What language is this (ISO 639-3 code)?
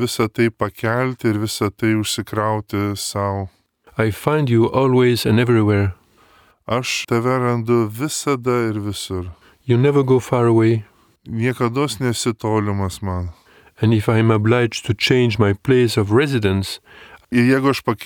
lit